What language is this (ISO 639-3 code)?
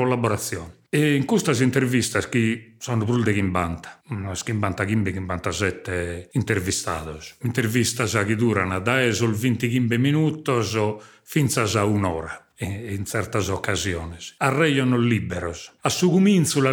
srd